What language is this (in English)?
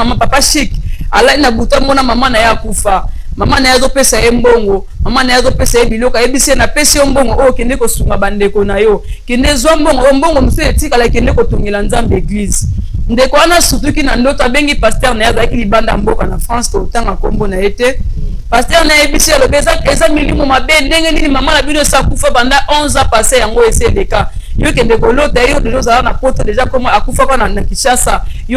Lingala